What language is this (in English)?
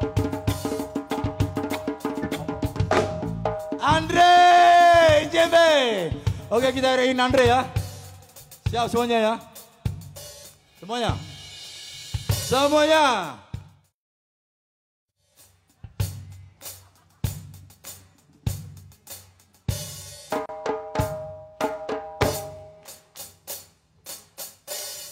Indonesian